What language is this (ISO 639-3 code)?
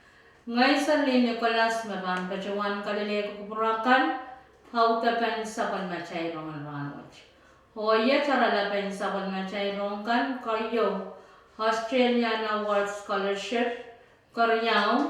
pon